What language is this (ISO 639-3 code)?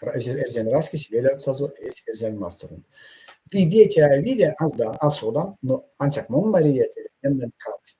myv